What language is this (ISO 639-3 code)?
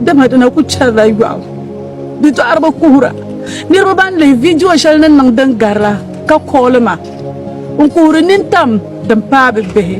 dag